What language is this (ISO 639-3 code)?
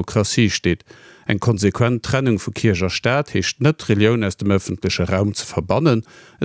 ltz